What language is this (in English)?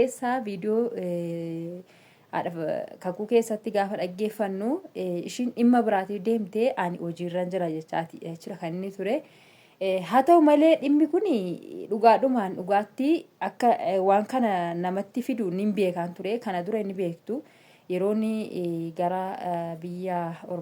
Oromo